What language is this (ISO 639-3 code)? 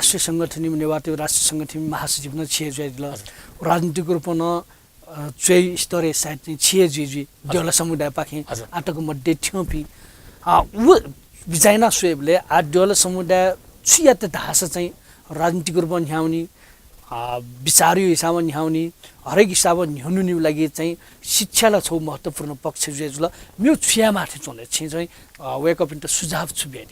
new